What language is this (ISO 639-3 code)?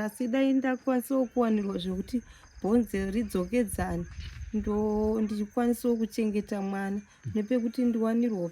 sna